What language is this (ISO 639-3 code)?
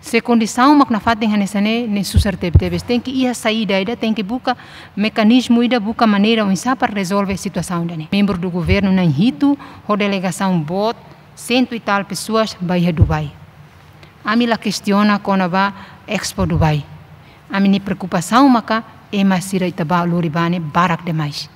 tet